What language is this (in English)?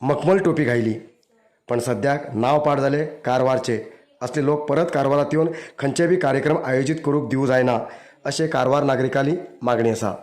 Konkani